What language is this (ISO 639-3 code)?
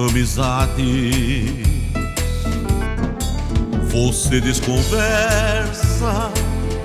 por